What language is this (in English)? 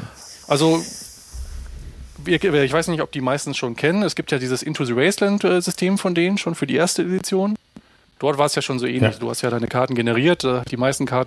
German